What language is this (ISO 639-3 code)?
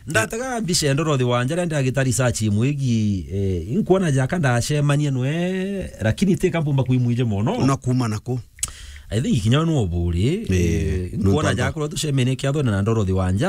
mer